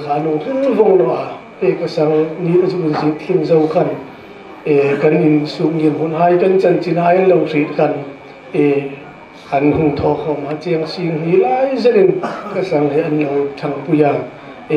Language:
Hmar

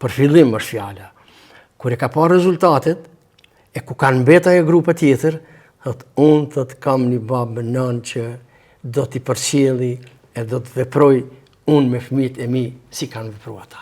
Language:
Albanian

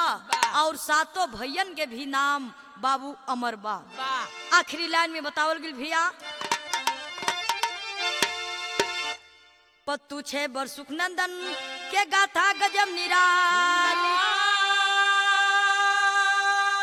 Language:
Bhojpuri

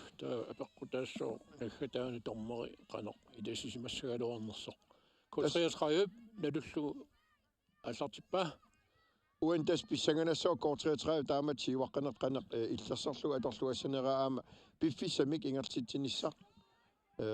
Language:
Kalaallisut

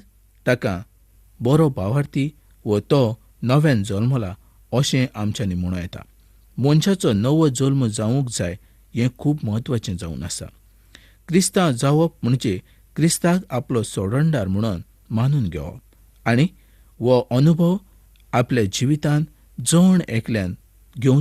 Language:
Konkani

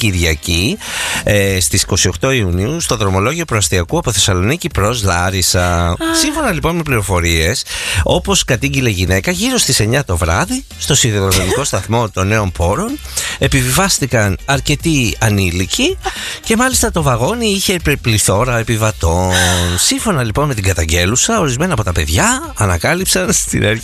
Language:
Greek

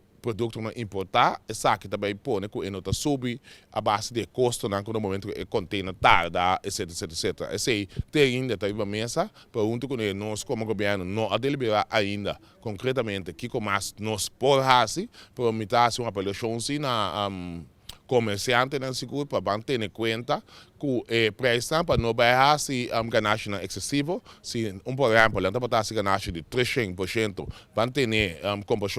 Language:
Papiamento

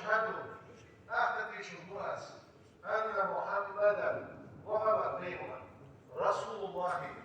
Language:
Ingush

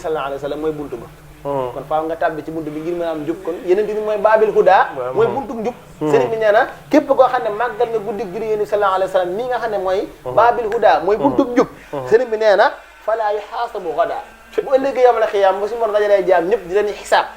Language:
Wolof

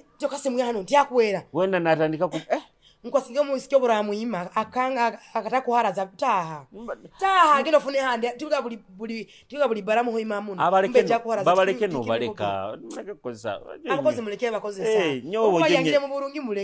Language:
Nyoro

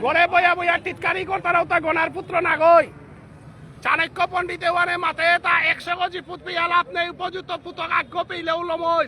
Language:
Bishnupriya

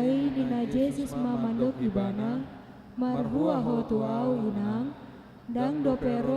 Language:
Batak Toba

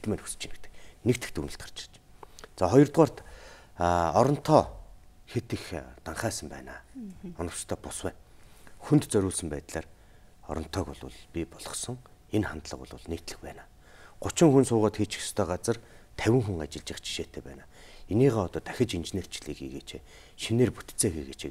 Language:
Mongolian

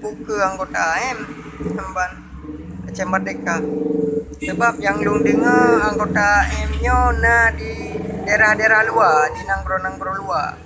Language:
Achinese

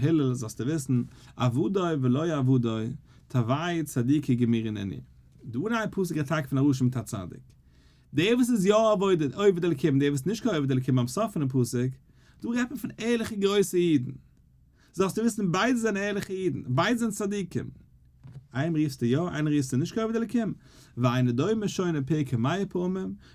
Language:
Yiddish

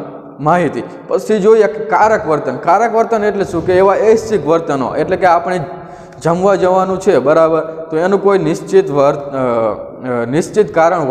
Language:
Gujarati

